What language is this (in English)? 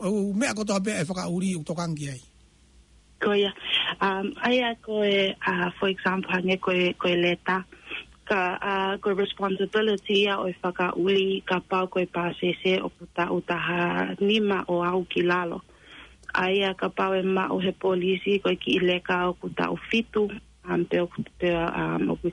Tongan